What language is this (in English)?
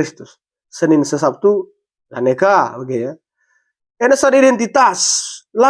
Batak Karo